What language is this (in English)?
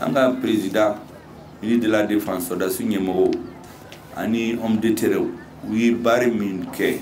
Bambara